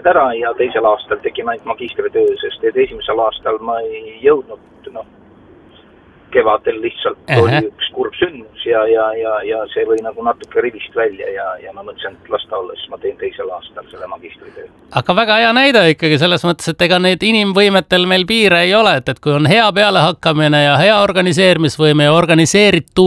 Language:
Estonian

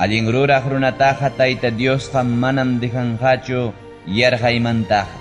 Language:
Ayacucho Quechua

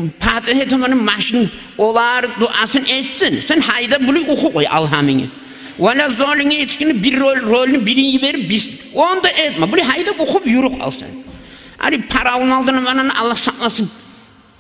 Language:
Kumyk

